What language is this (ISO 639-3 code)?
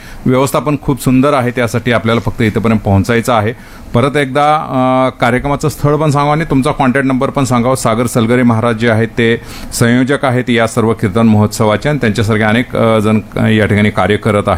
mar